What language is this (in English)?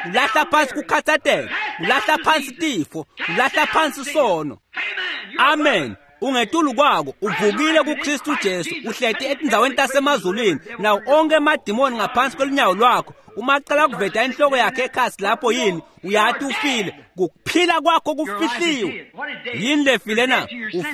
Swati